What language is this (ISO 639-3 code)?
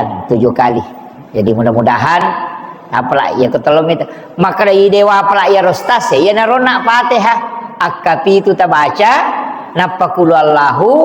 bug